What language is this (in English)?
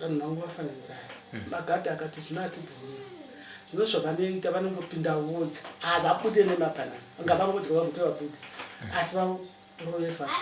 Shona